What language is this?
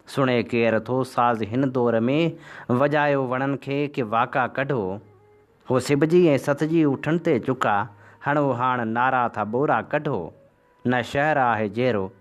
Sindhi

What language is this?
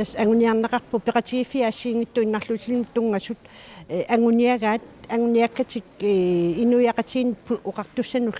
Kalaallisut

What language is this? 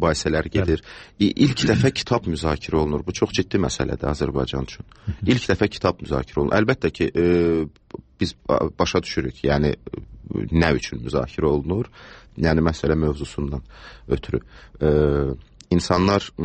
Azerbaijani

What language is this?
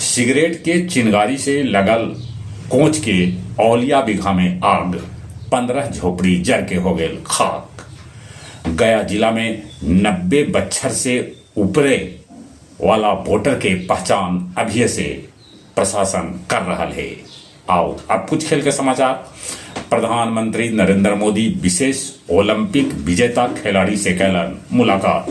Magahi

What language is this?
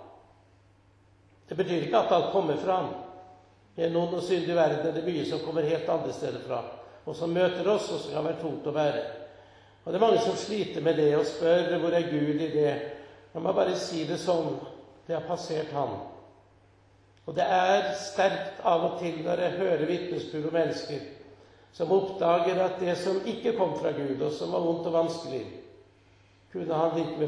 Norwegian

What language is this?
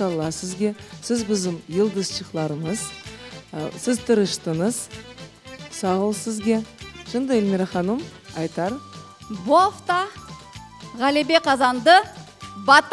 Crimean Tatar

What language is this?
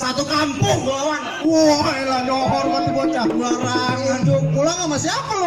Betawi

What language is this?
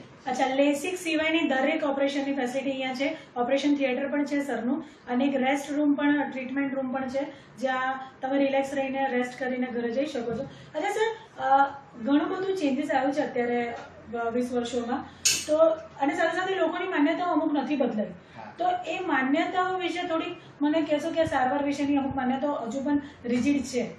Gujarati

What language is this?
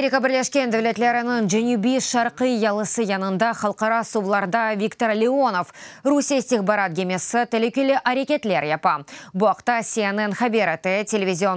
Crimean Tatar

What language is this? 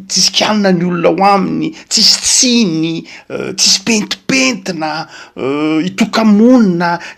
Malagasy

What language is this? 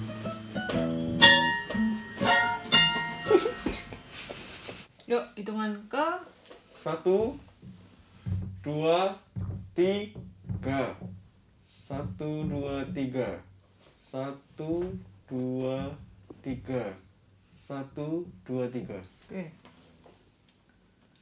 Indonesian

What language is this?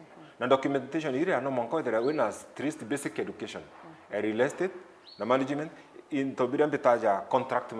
Meru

